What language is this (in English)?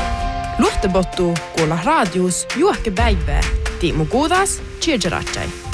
Northern Sami